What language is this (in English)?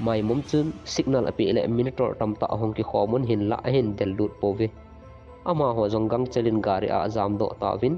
Thado Chin